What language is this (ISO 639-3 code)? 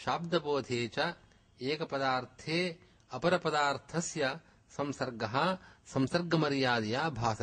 san